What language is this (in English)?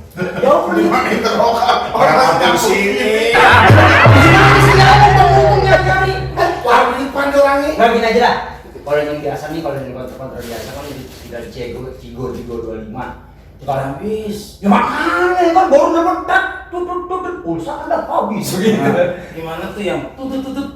Betawi